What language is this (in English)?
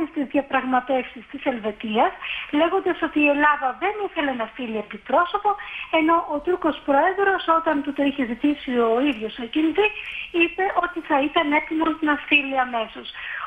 Greek